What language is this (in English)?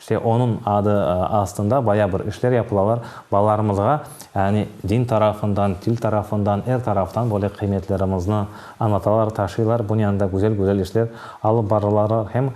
Crimean Tatar